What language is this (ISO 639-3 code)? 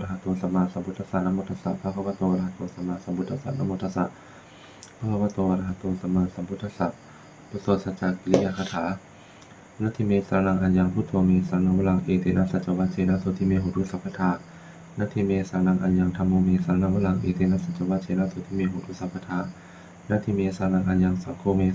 pli